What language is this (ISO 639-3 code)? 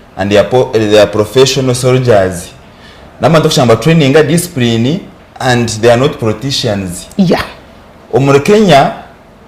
nyn